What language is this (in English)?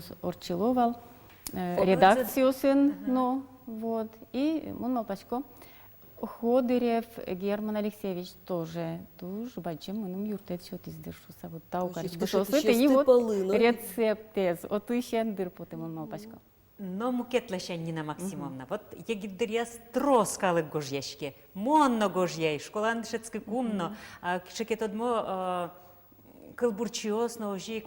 Udmurt